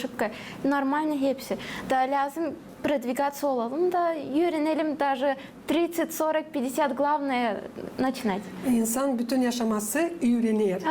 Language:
Gagauz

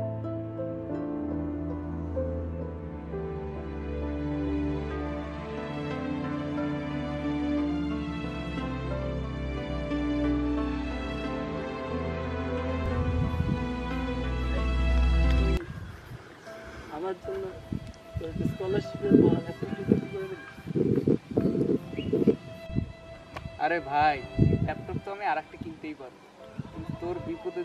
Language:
Bangla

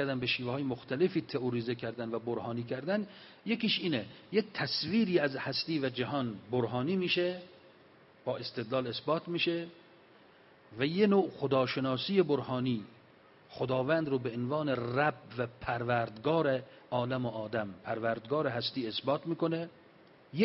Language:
Persian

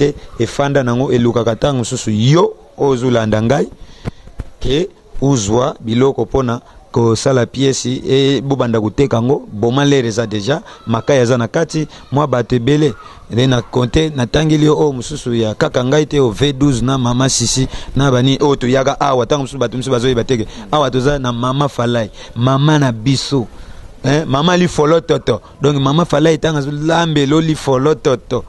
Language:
Lingala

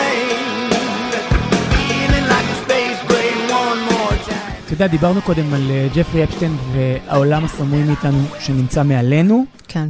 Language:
Hebrew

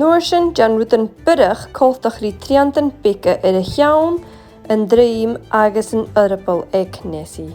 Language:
Scottish Gaelic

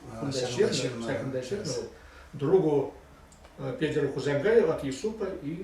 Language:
Chuvash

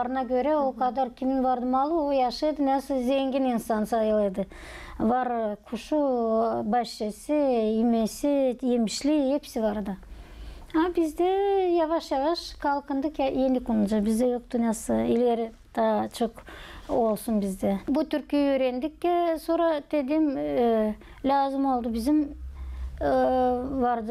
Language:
Gagauz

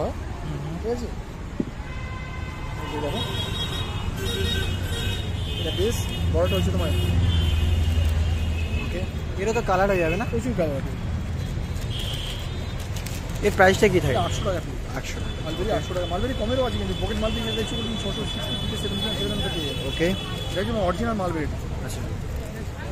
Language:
Bangla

